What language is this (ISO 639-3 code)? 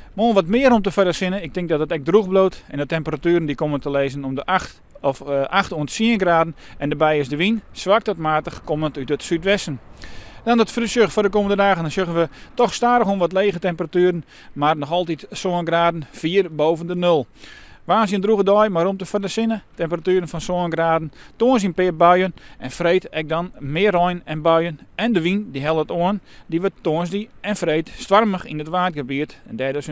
fry